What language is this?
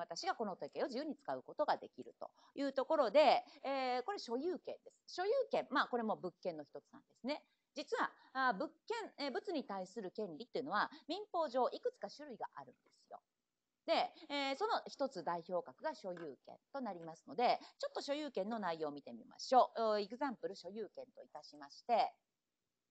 Japanese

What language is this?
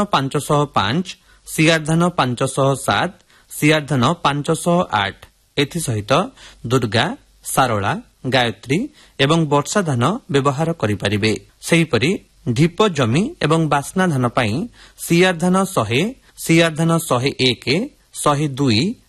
Odia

